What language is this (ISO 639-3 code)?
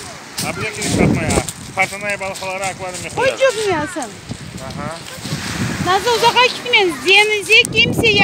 crh